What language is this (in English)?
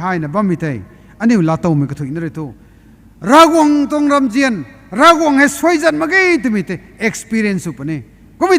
Rongmei Naga